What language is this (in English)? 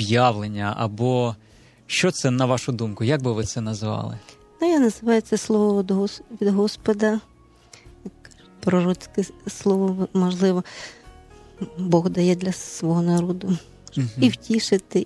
Ukrainian